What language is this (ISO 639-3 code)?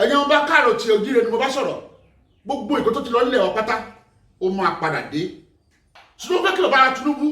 yor